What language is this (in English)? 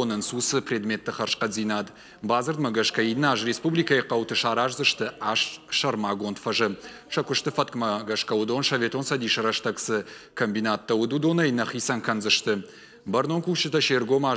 Ossetic